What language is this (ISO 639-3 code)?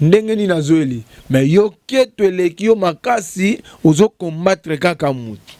lin